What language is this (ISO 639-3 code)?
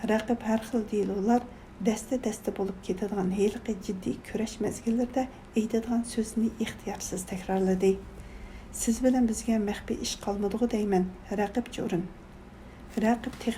uig